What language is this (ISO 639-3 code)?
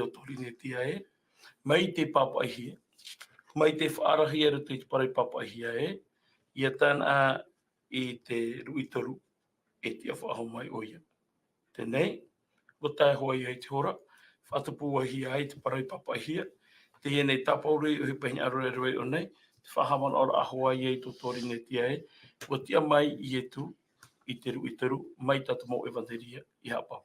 tah